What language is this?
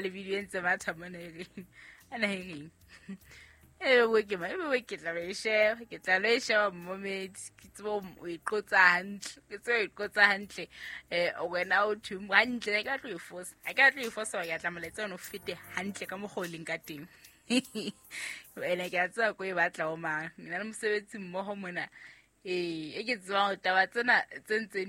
Southern Sotho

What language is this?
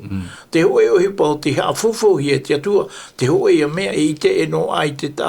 Tahitian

